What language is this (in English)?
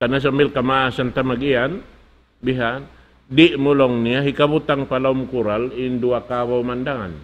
Tausug